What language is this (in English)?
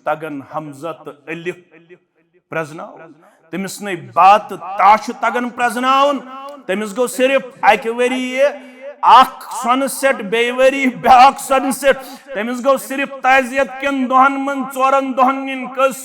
Kashmiri